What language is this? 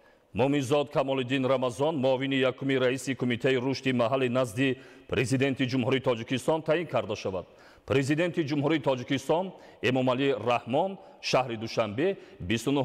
Tajik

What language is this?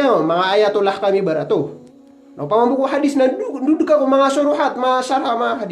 Maranao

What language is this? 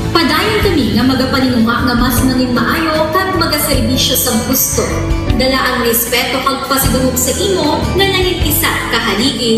Hiligaynon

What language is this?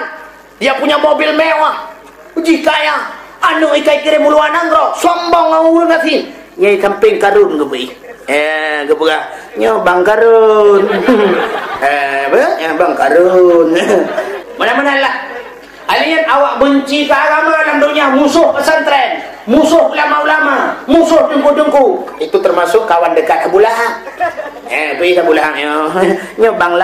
Achinese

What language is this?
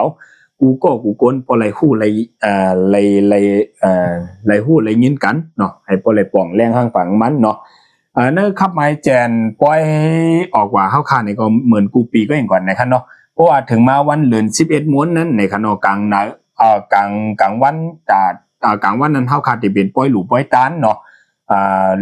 Shan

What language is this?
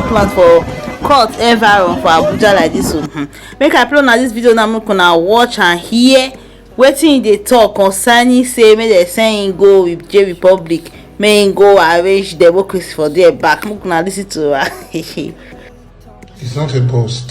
Nigerian Pidgin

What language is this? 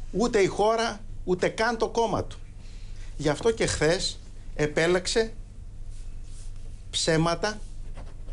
Greek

